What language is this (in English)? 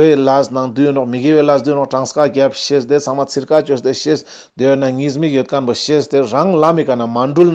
Ladakhi